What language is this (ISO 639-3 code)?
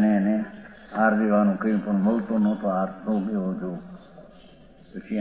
guj